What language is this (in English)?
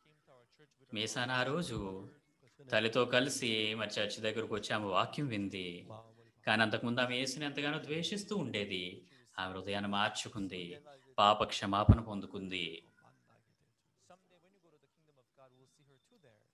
Telugu